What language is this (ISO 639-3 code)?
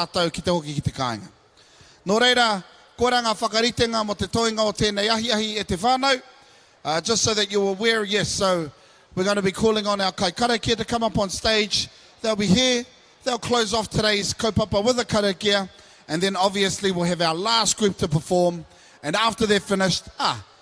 mri